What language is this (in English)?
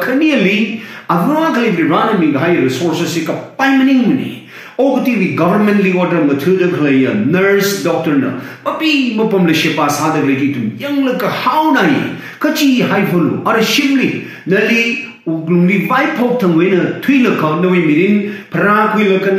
Tangkhul Naga (India)